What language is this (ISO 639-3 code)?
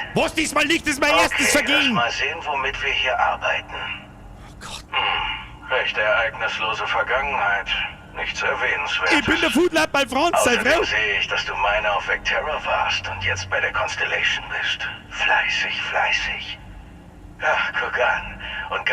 bar